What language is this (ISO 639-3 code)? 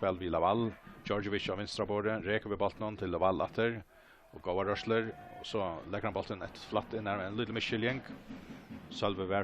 fao